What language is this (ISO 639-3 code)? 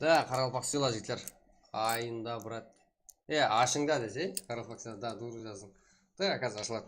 kaa